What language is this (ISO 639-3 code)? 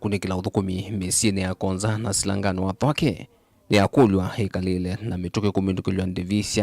kam